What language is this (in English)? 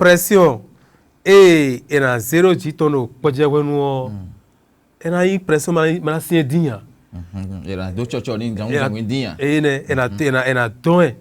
Fon